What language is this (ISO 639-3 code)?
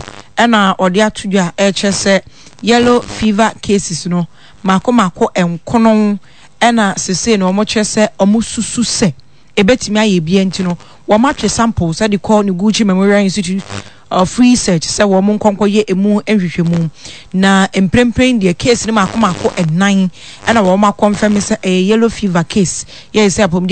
aka